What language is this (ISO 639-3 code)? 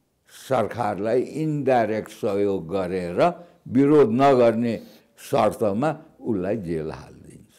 nep